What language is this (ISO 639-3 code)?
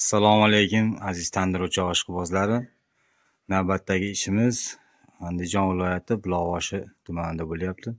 uzb